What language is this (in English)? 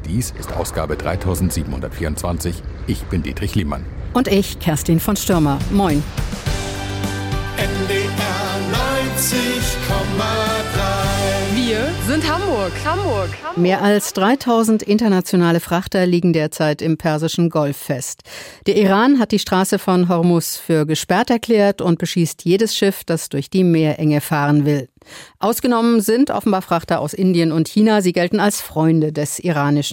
German